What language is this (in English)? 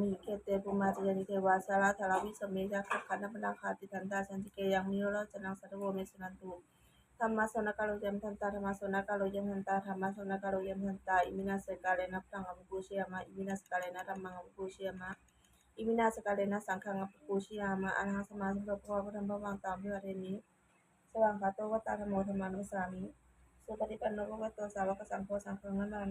Pali